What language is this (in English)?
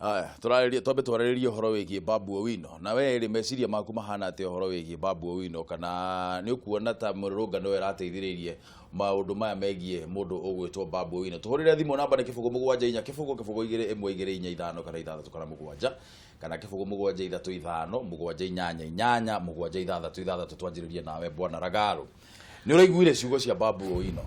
Kikuyu